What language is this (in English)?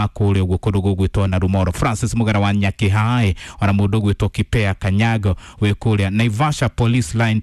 Kikuyu